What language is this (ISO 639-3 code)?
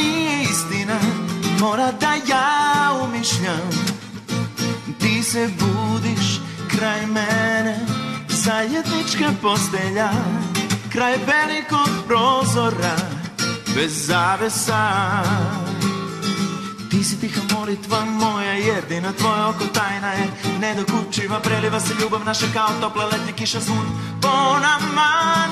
srp